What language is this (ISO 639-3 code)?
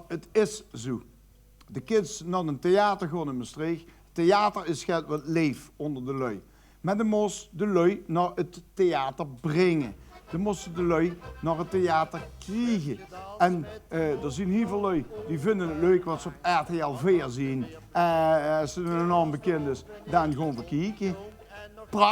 lim